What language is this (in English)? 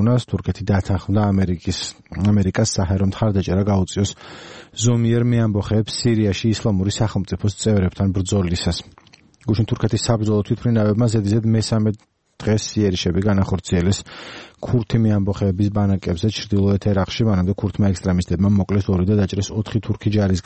Georgian